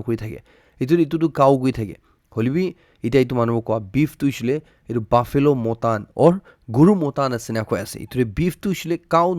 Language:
Naga Pidgin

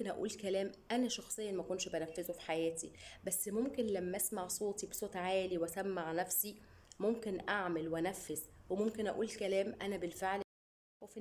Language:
Egyptian Arabic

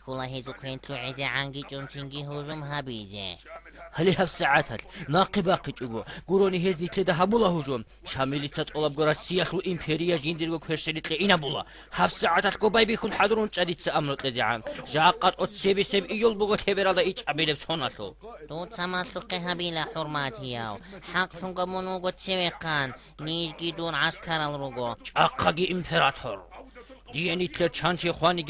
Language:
Avaric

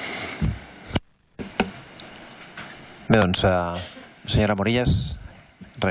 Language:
Catalan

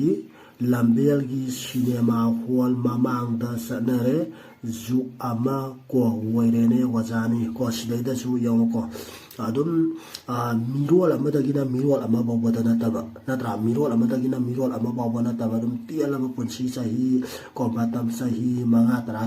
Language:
Manipuri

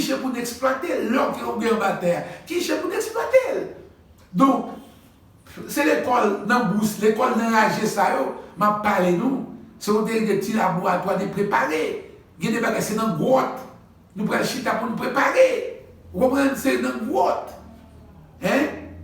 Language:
Haitian Creole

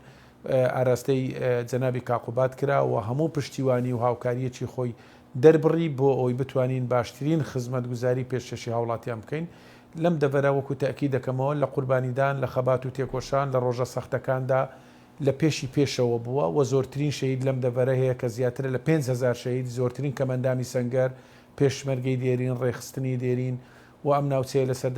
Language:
Central Kurdish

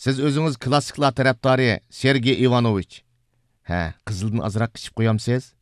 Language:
Uyghur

